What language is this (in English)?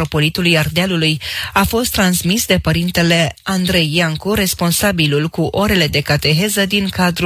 Romanian